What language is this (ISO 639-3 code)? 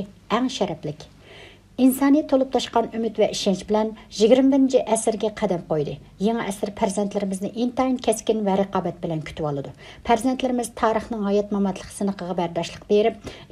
uig